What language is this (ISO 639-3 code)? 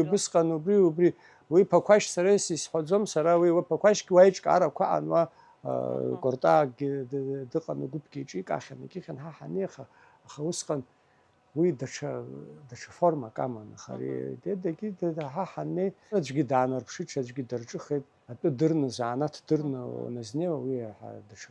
abk